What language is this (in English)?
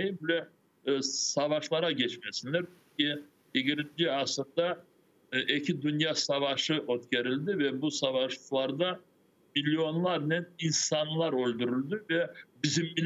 Crimean Tatar